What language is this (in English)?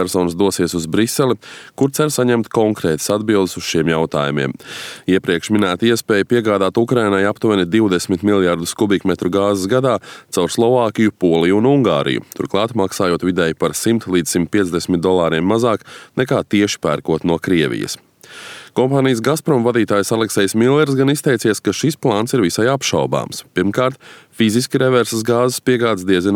Latvian